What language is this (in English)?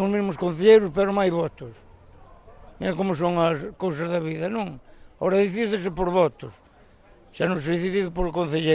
Galician